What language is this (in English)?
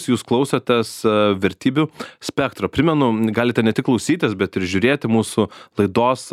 Lithuanian